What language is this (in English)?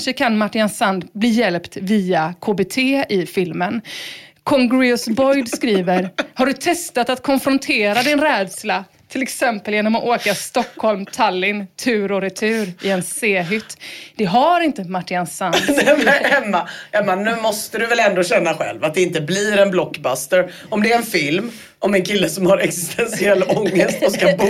Swedish